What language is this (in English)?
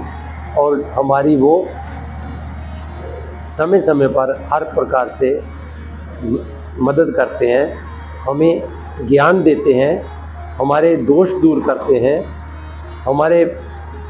Hindi